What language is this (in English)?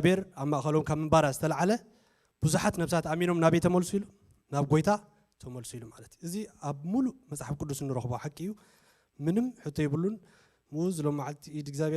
Tigrinya